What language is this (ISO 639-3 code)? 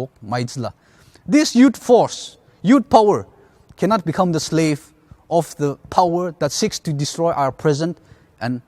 njo